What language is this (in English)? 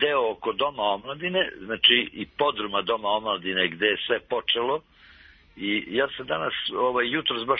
Serbian